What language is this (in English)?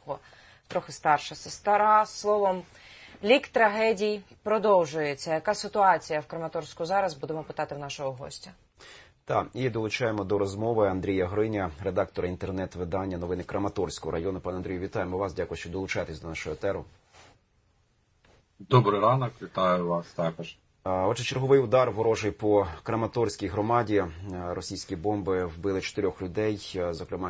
Ukrainian